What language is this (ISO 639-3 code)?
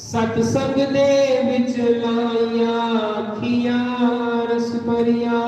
doi